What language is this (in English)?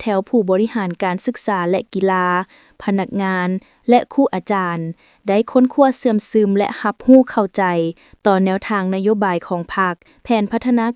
Lao